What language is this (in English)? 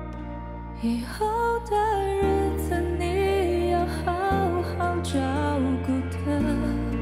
Chinese